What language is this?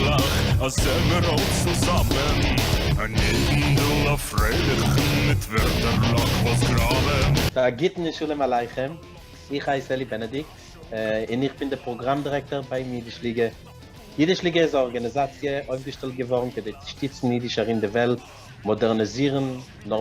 Yiddish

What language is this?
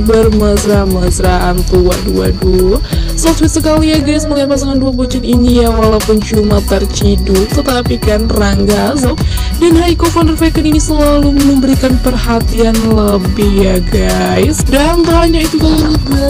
Indonesian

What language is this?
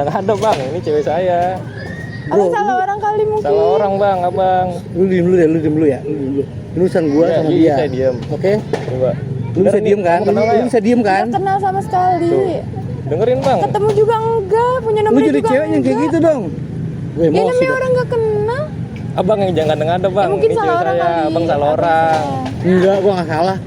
Betawi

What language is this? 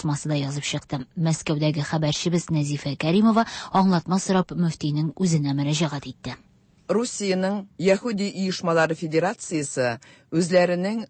Tatar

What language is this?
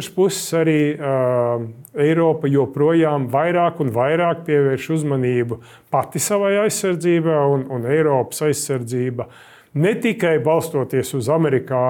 Latvian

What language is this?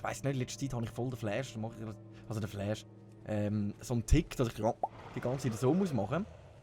Swiss German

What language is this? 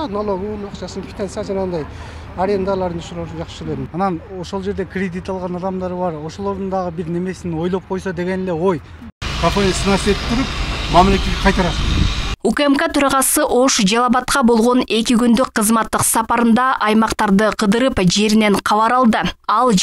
Kyrgyz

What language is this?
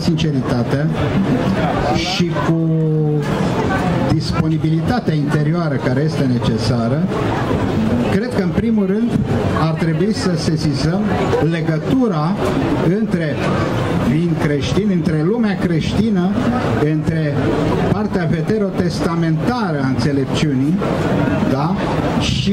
Romanian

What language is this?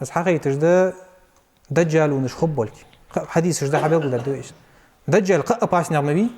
Ingush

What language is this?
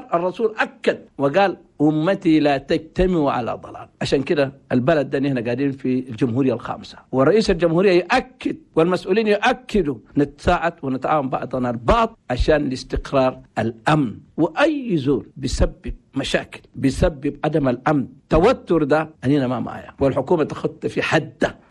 Chadian Arabic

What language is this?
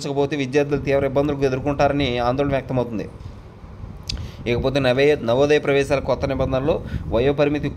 Telugu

